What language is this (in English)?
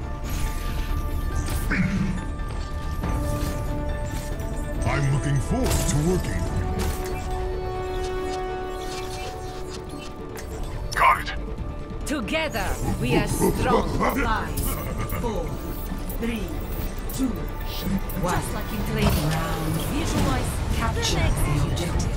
English